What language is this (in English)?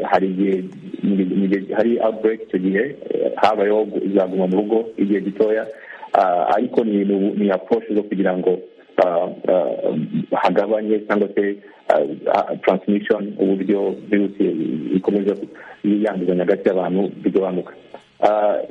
Kinyarwanda